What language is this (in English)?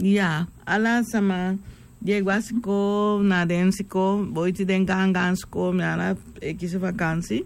Sranan Tongo